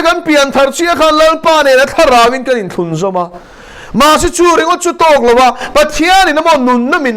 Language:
Mizo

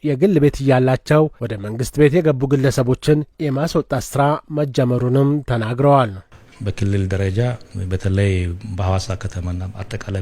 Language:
Amharic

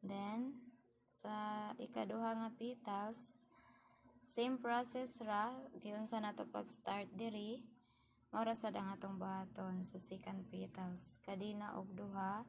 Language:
Cebuano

